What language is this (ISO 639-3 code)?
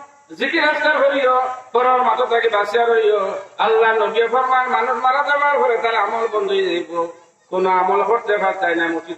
syl